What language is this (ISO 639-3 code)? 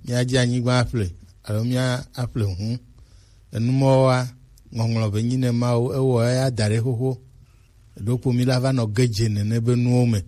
gej